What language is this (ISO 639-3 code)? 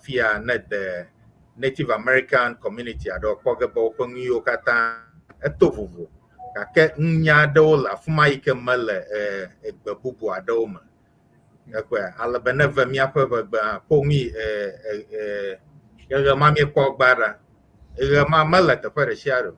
ewe